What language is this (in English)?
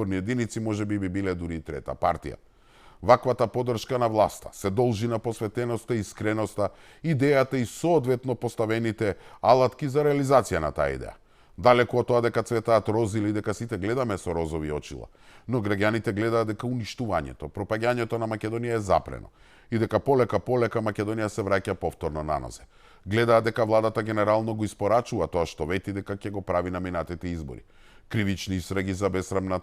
Macedonian